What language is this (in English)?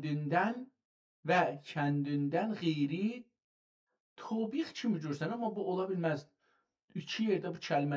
South Azerbaijani